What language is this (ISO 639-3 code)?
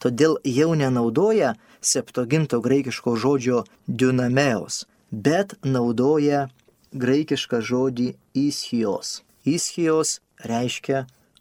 lit